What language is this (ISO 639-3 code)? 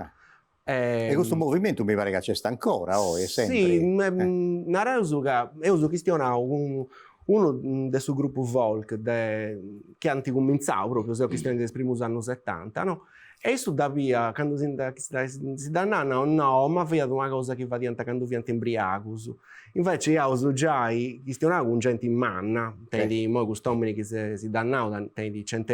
srd